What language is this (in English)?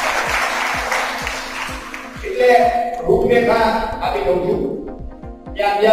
Gujarati